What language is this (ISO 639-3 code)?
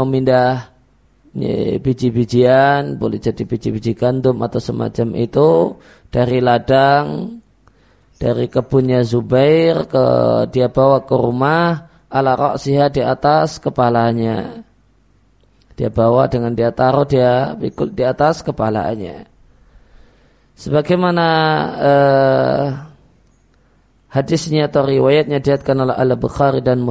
ind